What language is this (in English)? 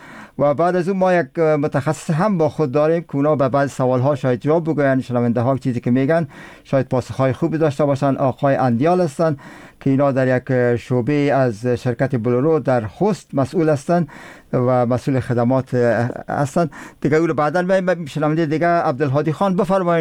Persian